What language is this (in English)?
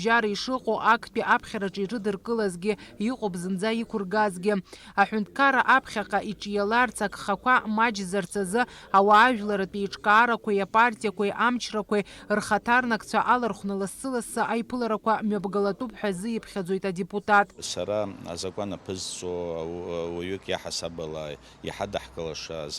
Abkhazian